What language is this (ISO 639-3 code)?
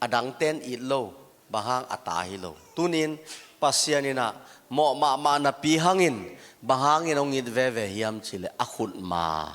ctd